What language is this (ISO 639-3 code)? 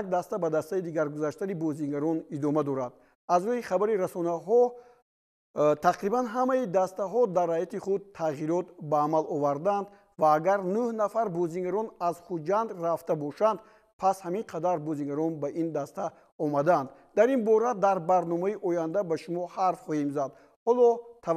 tgk